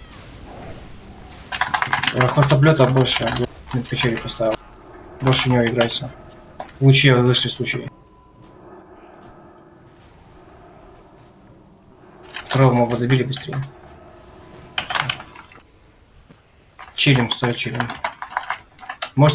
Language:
Russian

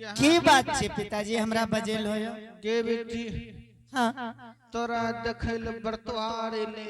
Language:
Angika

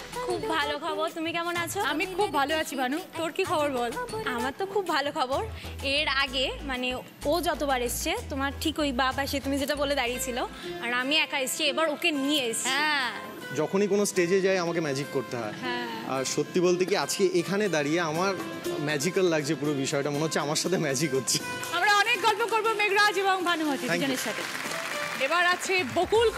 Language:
Bangla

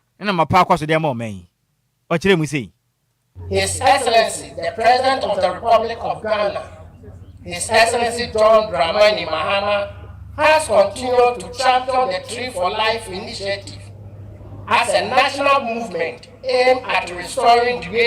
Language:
Akan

